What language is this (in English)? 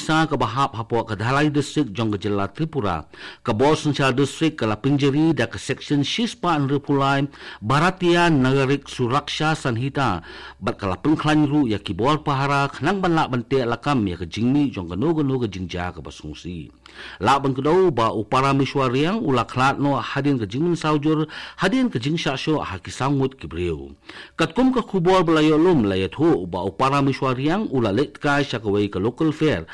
Khasi